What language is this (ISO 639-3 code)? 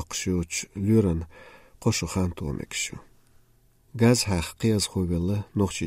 che